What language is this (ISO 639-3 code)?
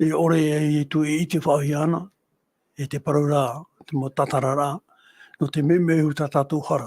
tah